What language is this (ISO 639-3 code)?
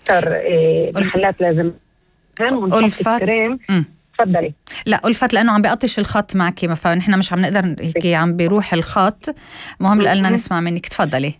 apc